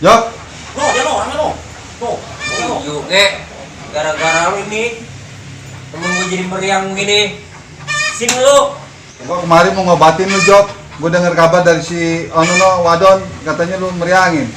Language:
Betawi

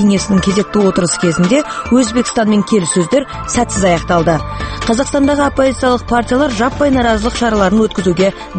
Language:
Kazakh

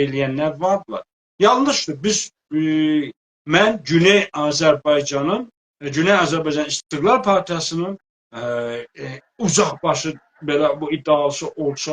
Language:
South Azerbaijani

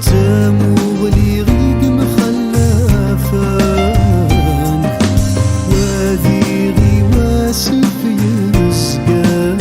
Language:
Kabyle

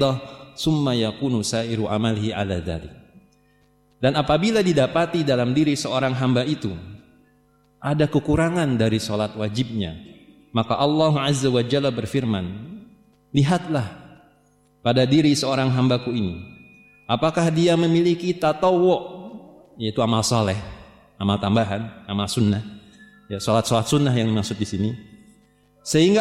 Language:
Indonesian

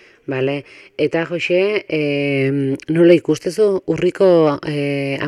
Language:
Basque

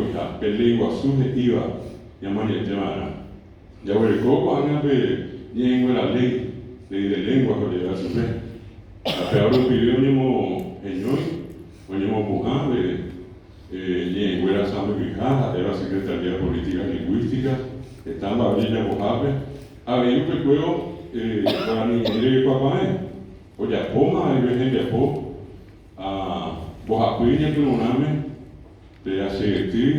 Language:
Guarani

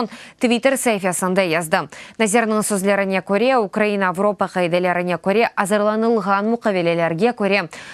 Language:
Crimean Tatar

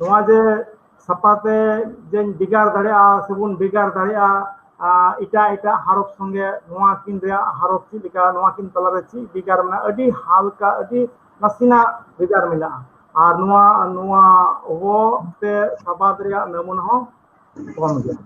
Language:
Santali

